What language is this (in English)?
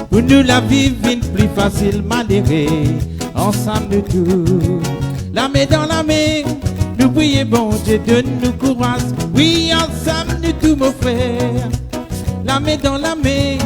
Morisyen